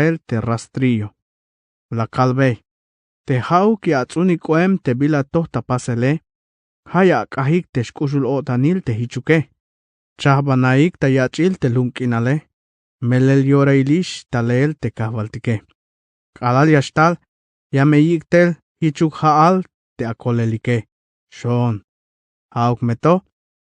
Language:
Tzeltal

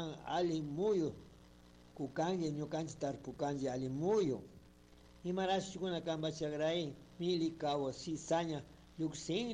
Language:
Chimborazo Highland Quichua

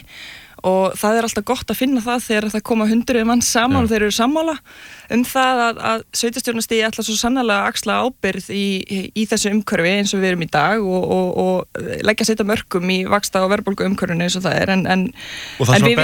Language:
Icelandic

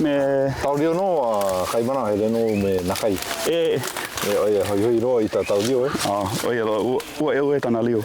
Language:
Hawaiian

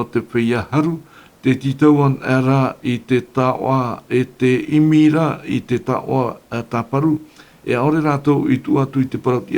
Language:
Tahitian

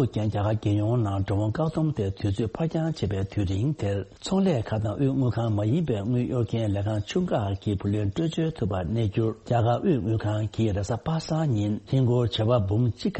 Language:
Tibetan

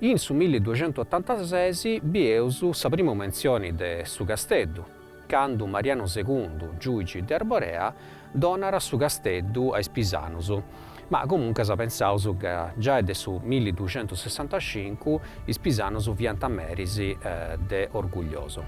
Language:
Sardinian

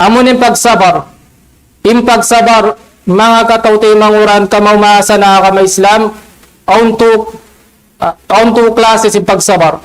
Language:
Tausug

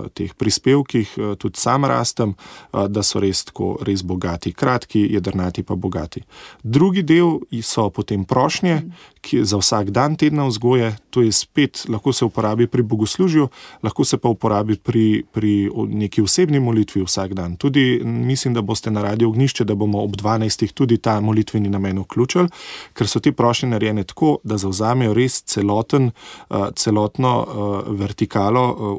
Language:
Slovenian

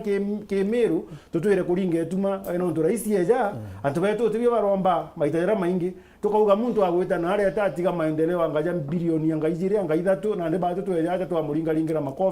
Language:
Meru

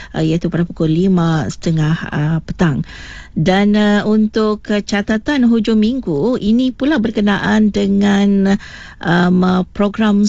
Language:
Malay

